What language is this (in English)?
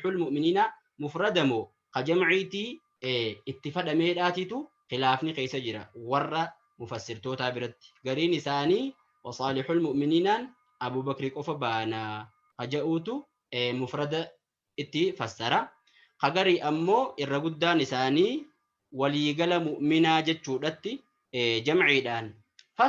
Oromo